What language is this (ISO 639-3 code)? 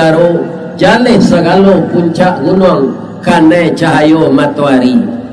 min